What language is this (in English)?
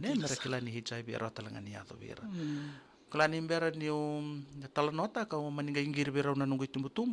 Fijian